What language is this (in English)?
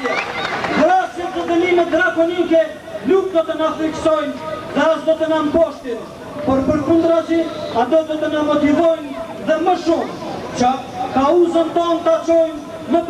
Albanian